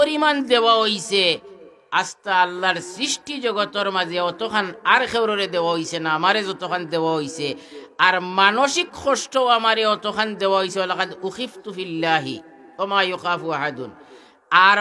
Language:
Sylheti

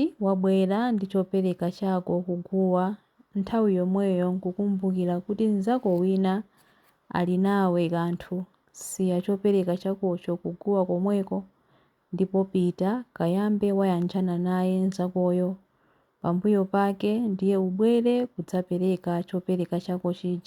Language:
Nyanja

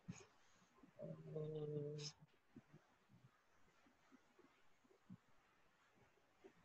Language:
Tamil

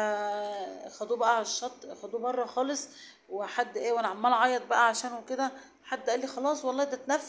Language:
Egyptian Arabic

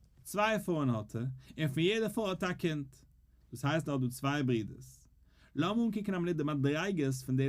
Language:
Yiddish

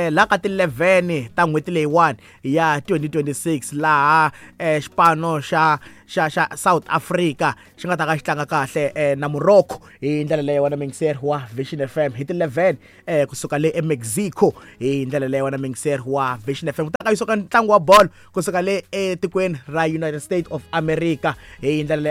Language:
Tsonga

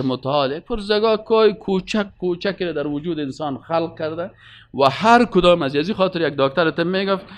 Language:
Persian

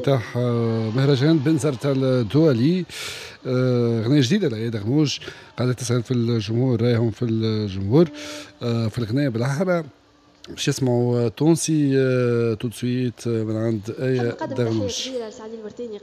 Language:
Tunisian Arabic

